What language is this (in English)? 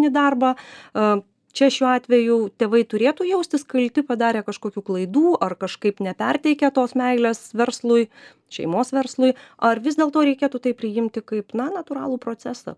Lithuanian